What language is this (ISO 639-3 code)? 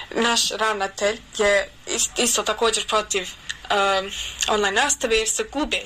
bos